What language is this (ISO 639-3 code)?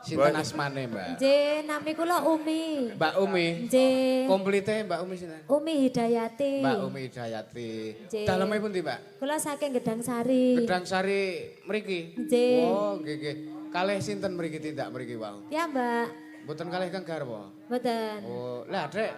jav